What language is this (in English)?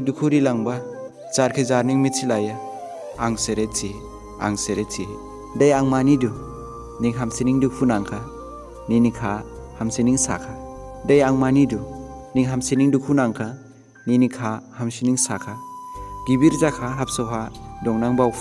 Dimasa